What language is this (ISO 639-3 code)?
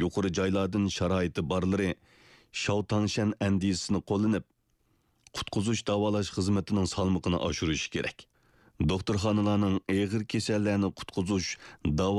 uig